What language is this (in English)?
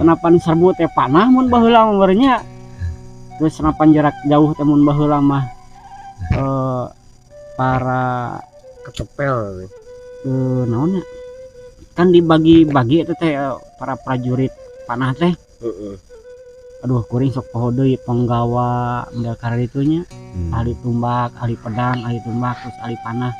Sundanese